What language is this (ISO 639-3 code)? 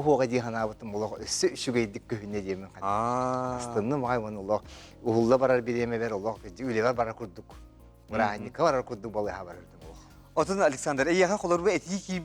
sah